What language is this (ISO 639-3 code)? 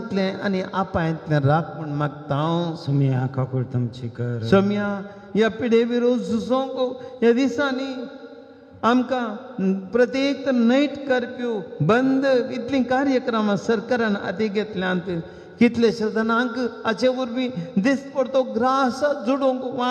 kok